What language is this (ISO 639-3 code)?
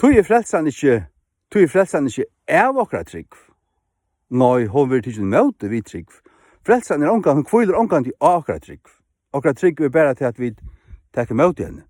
fao